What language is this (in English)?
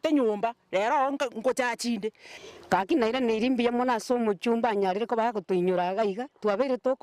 Gusii